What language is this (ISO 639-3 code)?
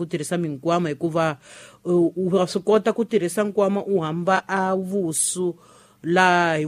tso